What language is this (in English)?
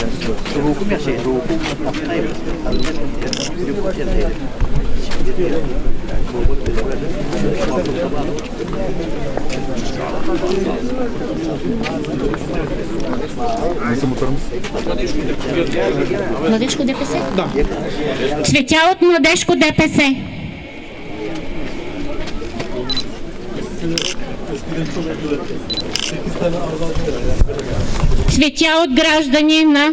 Bulgarian